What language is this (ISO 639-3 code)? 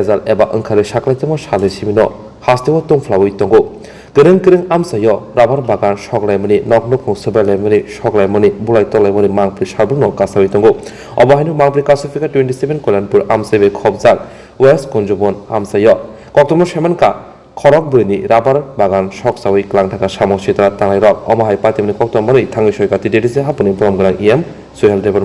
trp